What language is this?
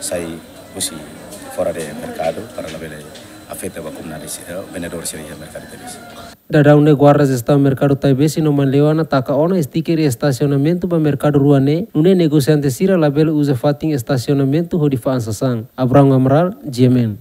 Tetum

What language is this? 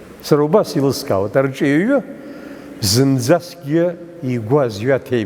Abkhazian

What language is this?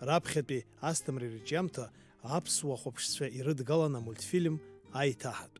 Abkhazian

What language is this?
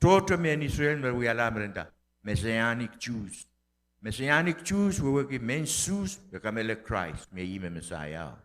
Pohnpeian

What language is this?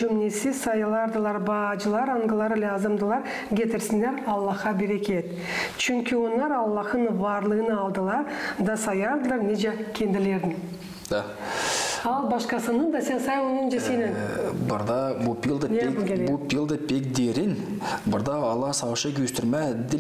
Gagauz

